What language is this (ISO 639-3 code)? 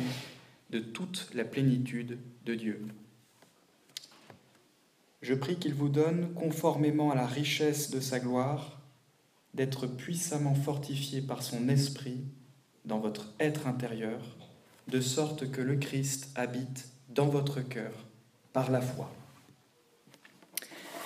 fra